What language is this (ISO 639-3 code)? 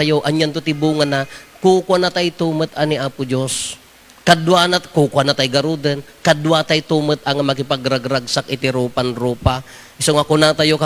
ilo